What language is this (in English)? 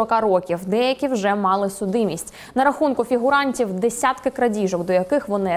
Ukrainian